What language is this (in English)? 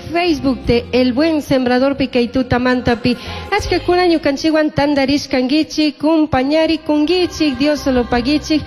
Chimborazo Highland Quichua